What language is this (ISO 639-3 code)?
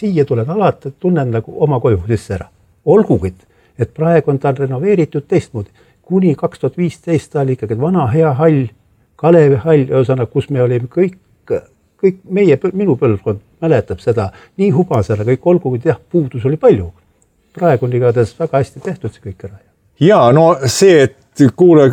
est